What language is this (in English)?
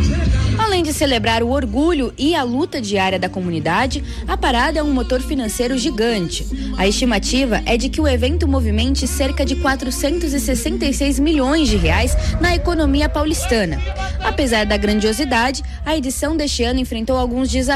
Portuguese